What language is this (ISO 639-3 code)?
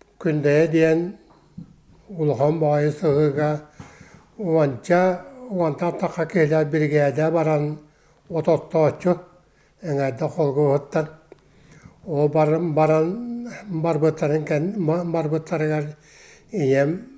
sah